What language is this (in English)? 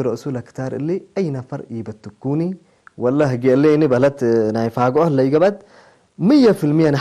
Tigre